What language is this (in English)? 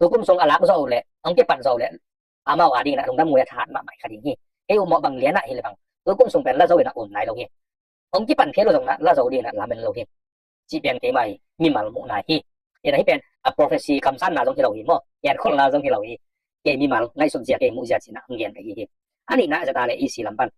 Tedim Chin